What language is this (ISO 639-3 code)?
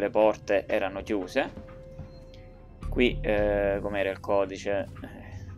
ita